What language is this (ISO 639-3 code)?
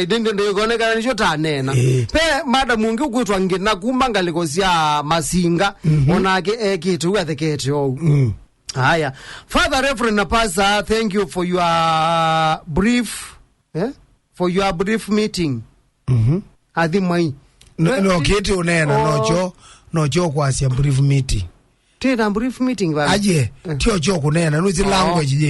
kam